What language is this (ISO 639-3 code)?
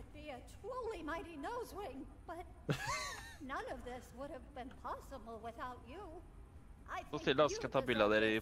nor